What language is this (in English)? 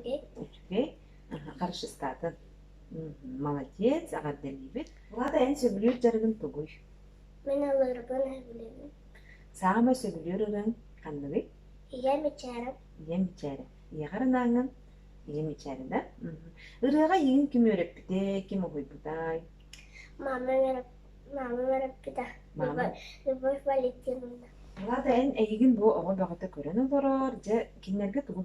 Yakut